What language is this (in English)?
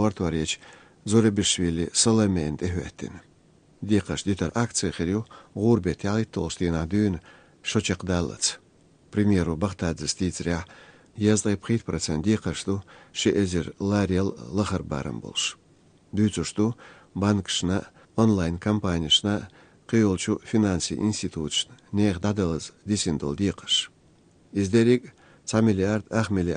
Chechen